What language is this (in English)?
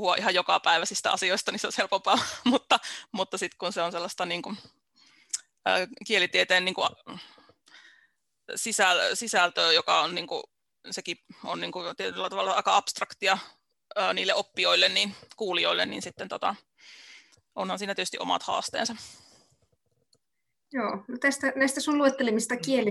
Finnish